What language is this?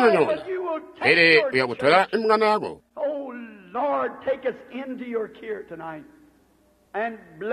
Tonga (Zambia)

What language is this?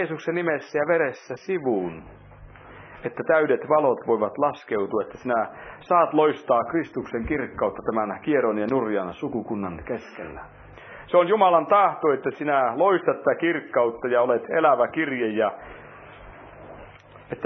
Finnish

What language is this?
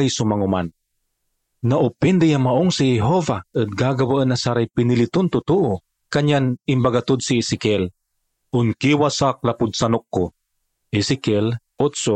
Pangasinan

